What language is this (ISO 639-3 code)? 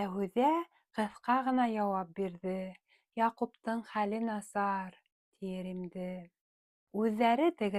bak